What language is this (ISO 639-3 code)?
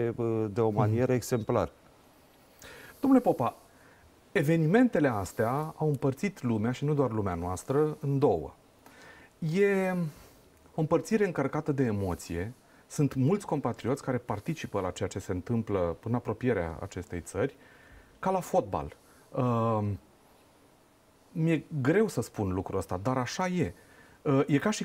ron